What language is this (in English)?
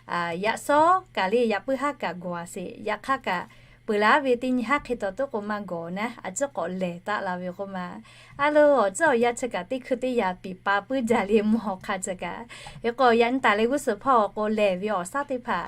Lahu